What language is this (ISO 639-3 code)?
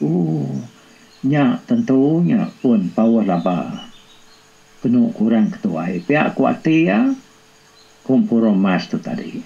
iba